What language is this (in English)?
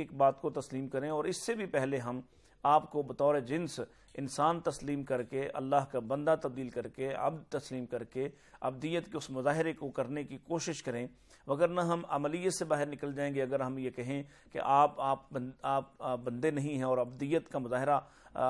Urdu